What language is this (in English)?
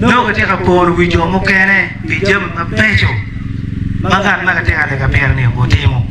Acoli